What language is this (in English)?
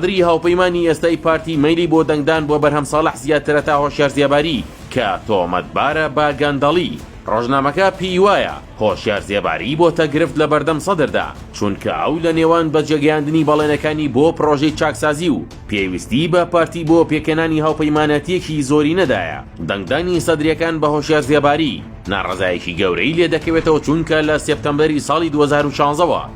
Central Kurdish